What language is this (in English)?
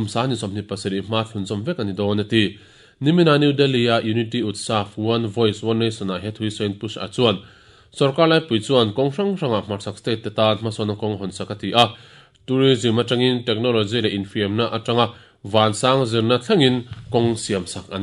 Mizo